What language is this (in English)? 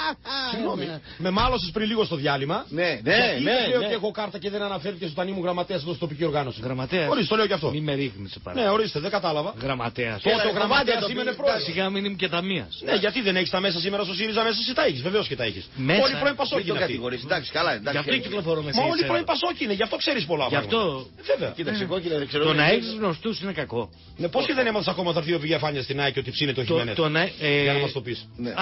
Greek